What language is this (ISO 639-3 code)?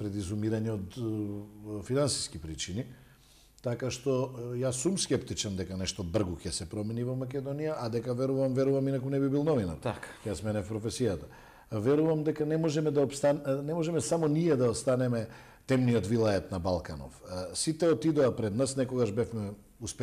mkd